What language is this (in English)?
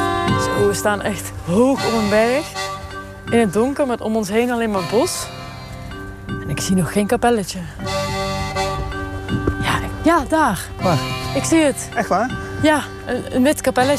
Dutch